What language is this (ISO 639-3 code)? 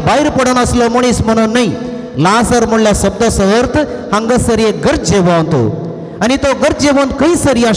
kok